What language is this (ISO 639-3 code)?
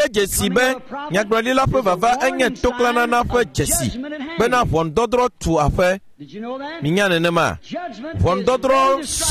ewe